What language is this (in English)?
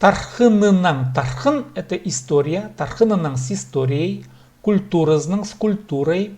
Khakas